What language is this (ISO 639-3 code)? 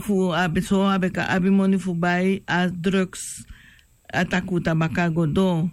srn